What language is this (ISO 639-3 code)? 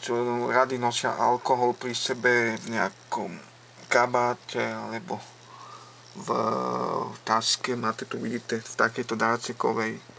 slk